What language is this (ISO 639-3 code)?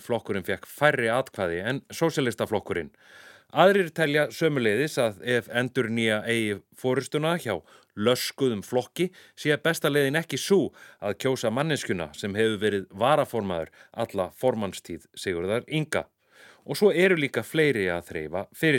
isl